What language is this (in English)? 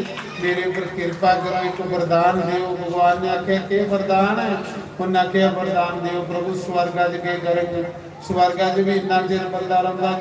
Dogri